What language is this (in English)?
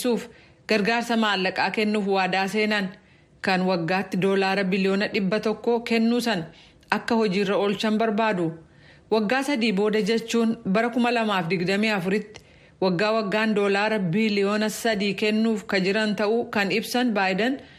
Oromo